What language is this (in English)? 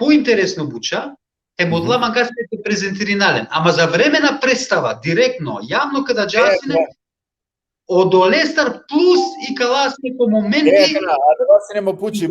Balkan Romani